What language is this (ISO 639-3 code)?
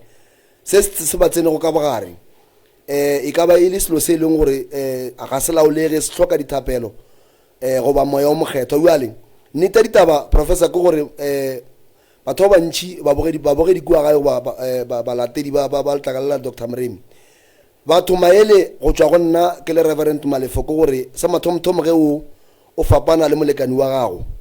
nso